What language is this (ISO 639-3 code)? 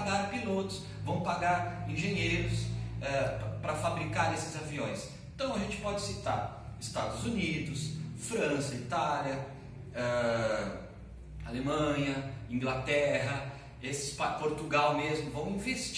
por